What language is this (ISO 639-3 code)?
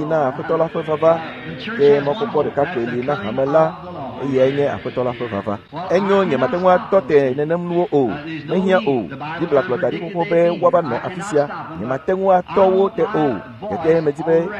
ewe